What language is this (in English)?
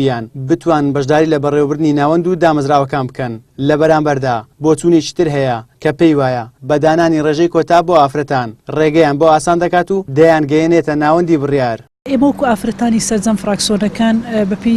Central Kurdish